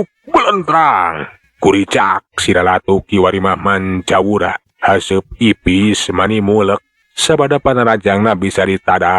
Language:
Sundanese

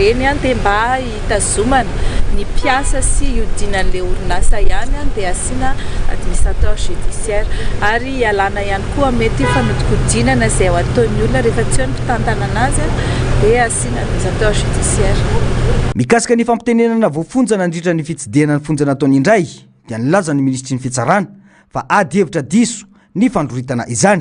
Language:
Malagasy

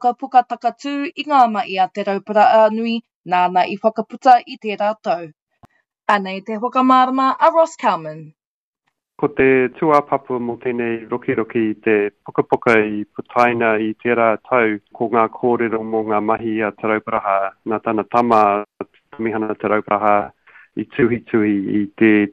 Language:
Māori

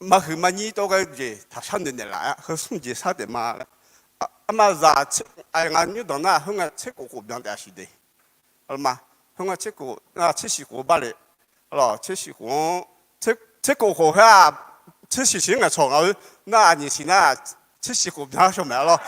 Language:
Akha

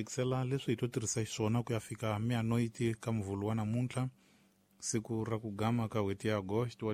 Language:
Tsonga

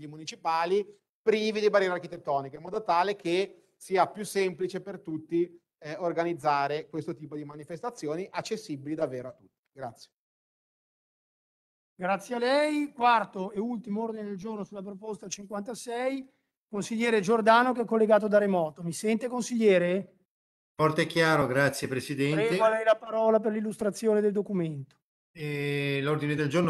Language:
Italian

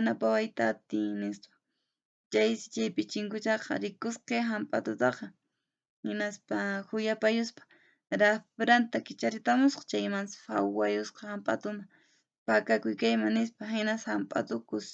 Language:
Quechua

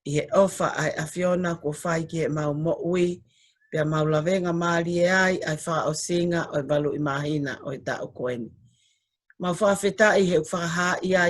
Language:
Tongan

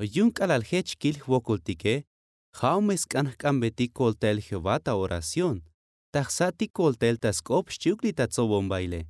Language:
Tzotzil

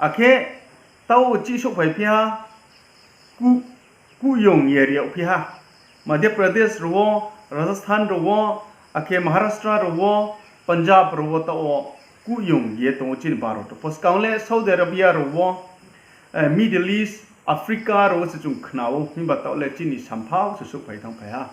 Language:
Riang (India)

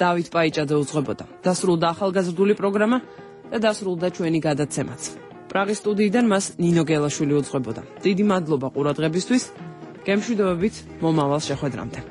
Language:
Georgian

